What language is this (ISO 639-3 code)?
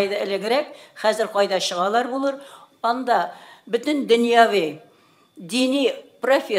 tat